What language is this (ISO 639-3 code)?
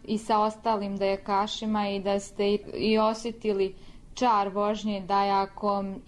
hrv